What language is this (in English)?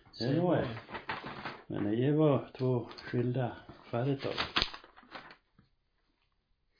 Swedish